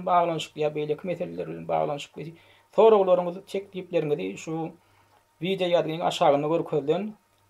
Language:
Turkmen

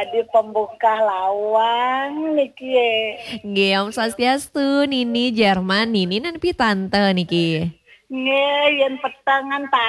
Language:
Balinese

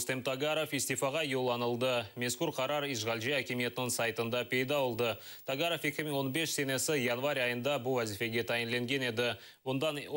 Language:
Crimean Tatar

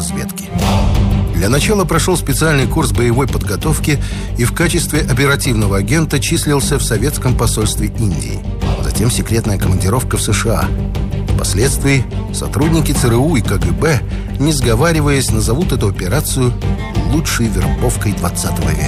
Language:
Russian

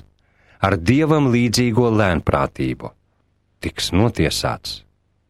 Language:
Latvian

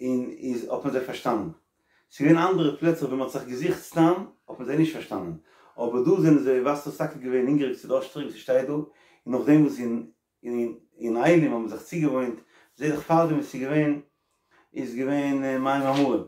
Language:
Yiddish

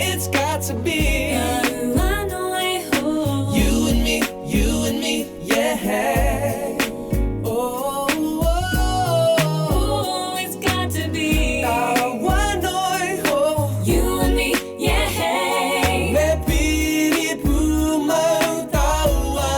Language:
Māori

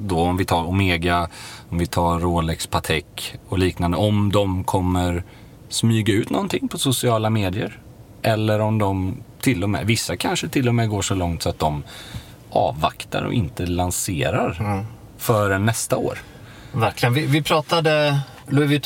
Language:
Swedish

